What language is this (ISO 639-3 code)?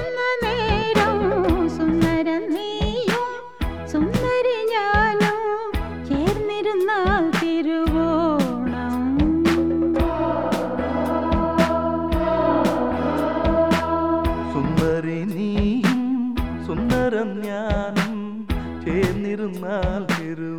mal